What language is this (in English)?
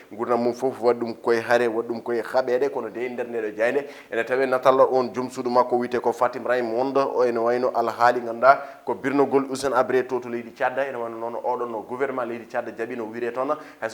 Fula